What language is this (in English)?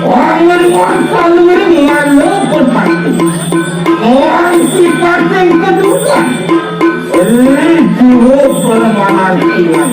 Balinese